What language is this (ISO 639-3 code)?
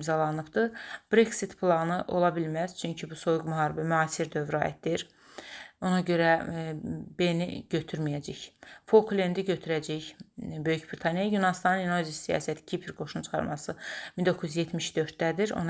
aze